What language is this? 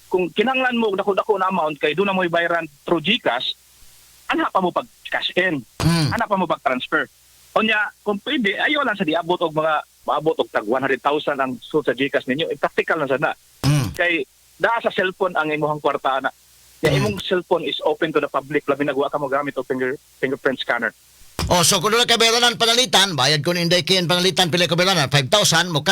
Cebuano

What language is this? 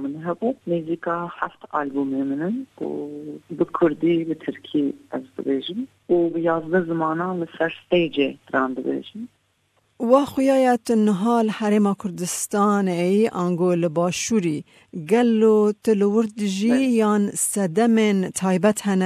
Kurdish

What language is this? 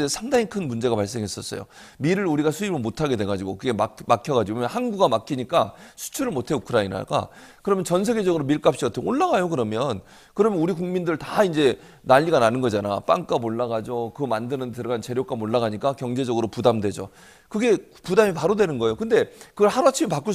Korean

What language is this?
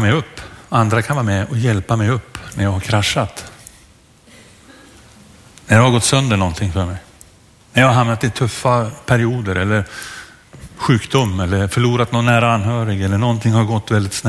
Swedish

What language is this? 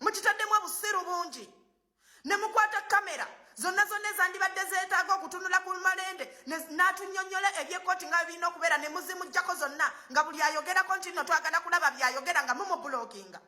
Ganda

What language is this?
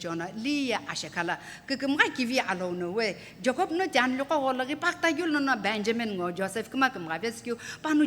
Sumi Naga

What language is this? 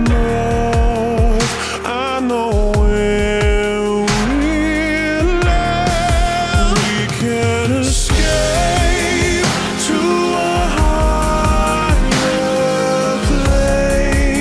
English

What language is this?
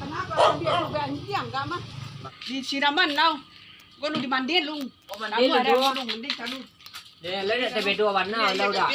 Minangkabau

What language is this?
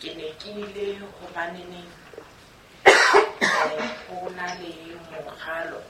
Southern Sotho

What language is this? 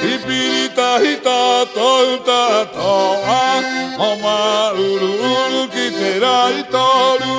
Rapanui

